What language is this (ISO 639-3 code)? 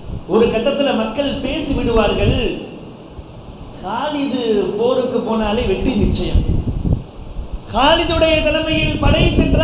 tam